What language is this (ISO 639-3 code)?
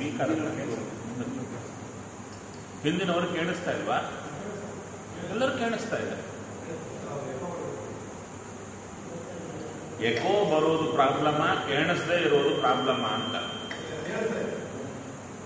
kan